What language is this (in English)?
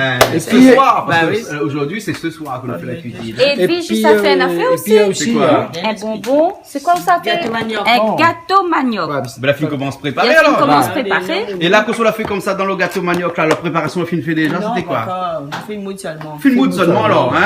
Réunion Creole French